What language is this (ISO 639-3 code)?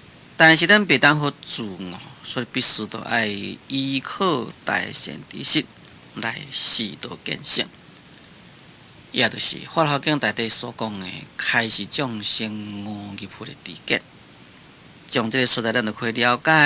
nan